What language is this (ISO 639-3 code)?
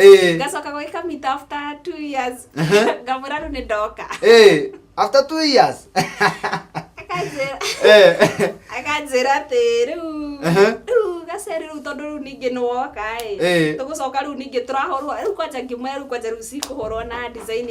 kik